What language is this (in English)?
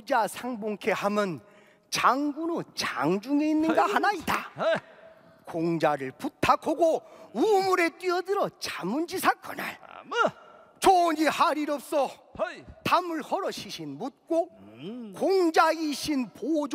Korean